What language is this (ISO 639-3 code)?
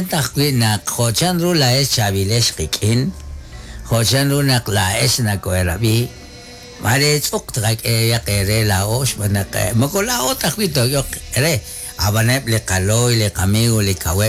kek